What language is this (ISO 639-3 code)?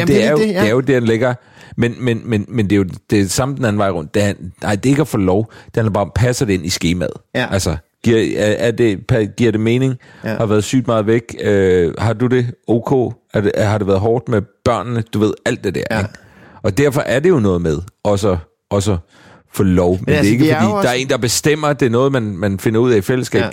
dan